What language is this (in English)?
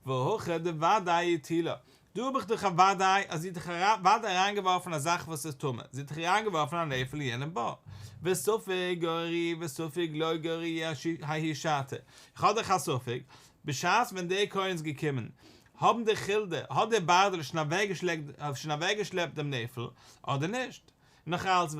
Yiddish